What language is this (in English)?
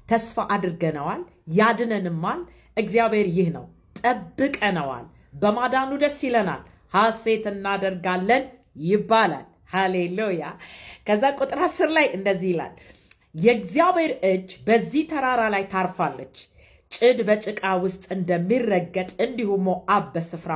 Amharic